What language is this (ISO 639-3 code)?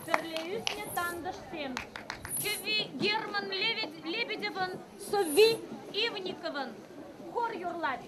chv